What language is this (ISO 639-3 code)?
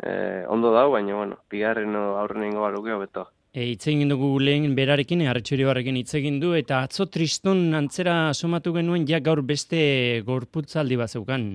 eus